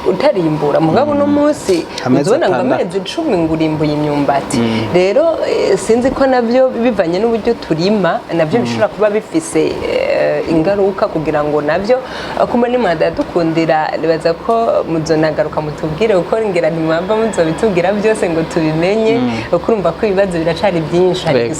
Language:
Rundi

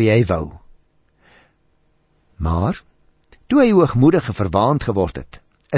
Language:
Afrikaans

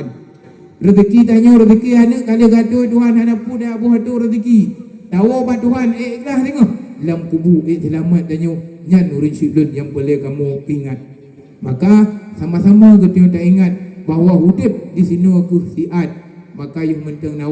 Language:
Achinese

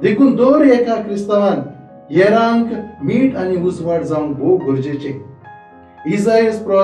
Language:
Konkani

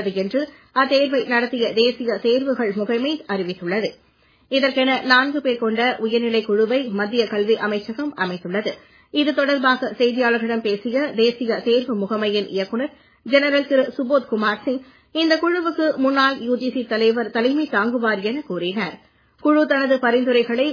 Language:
Tamil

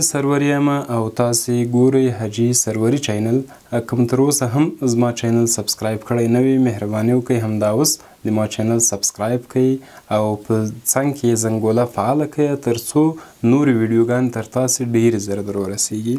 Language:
Pashto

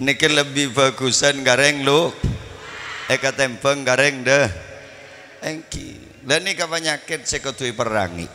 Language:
Madurese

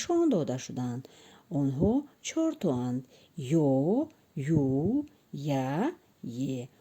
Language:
Tajik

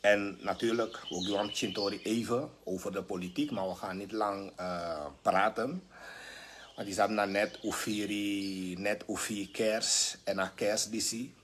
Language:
Sranan Tongo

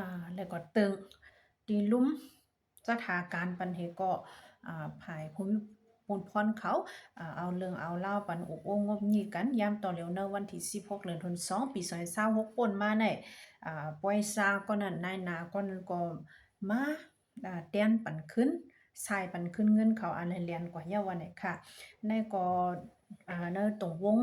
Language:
Shan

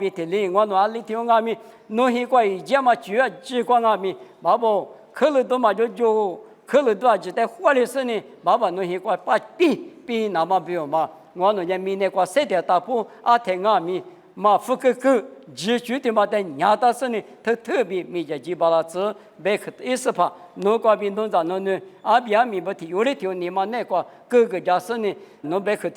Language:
Lisu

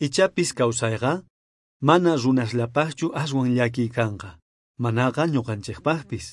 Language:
South Bolivian Quechua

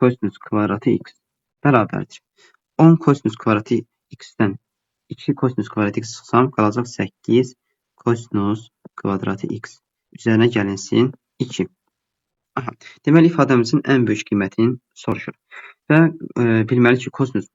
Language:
Azerbaijani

